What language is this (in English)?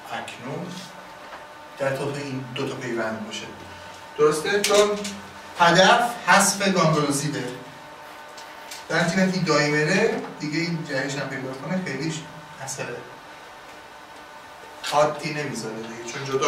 Persian